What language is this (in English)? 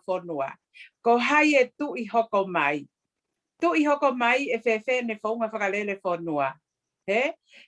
Tongan